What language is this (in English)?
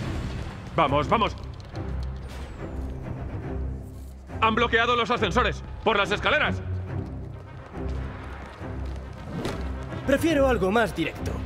Spanish